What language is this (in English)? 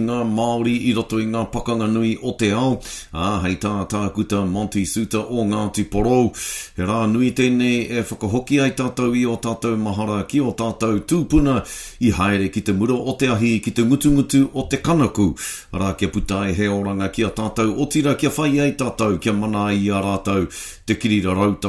Māori